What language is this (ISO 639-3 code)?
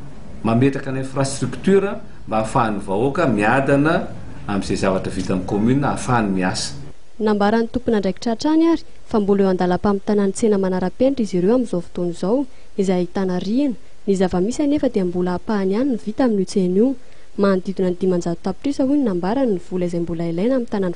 mlg